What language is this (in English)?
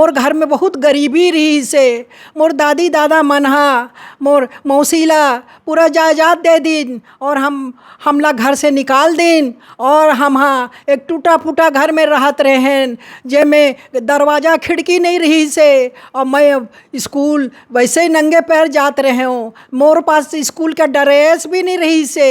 Chhattisgarhi